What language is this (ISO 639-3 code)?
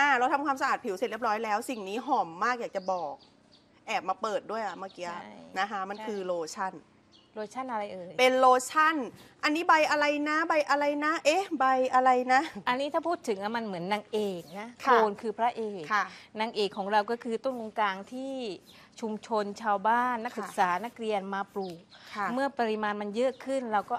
tha